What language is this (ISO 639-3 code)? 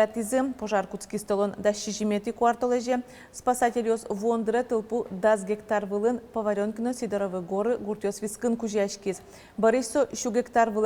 udm